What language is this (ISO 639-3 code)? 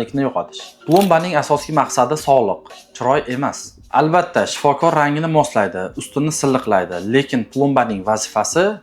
uzb